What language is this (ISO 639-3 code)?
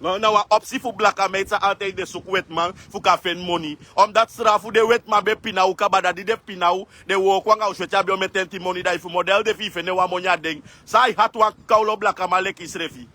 srn